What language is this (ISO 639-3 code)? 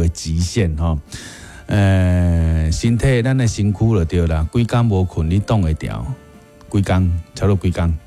nan